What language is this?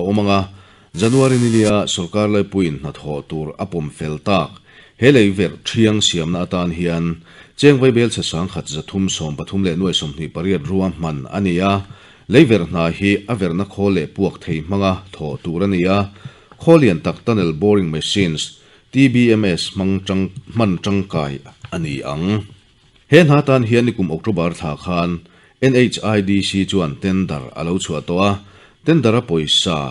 Mizo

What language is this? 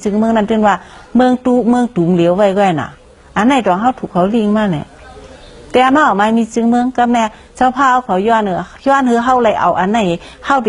Shan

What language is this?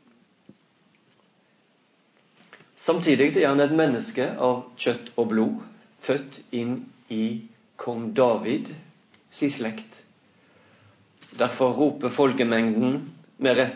Norwegian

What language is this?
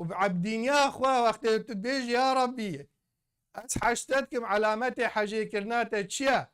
Kurdish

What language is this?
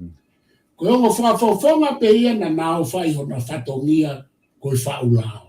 Tongan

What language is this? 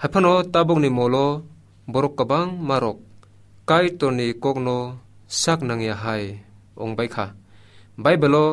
Kok Borok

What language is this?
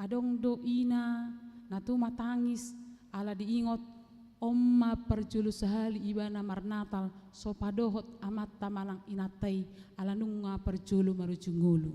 Batak Toba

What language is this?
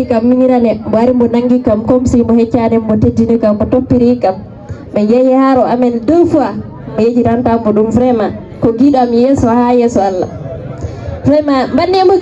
Fula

